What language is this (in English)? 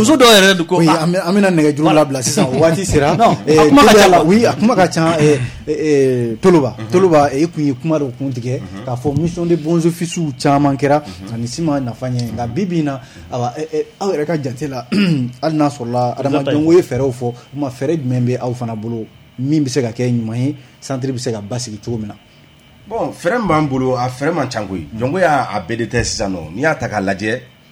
Bambara